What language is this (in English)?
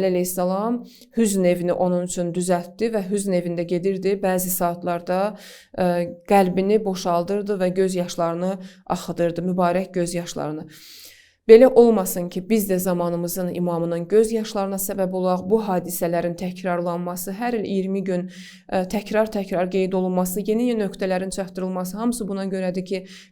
Azerbaijani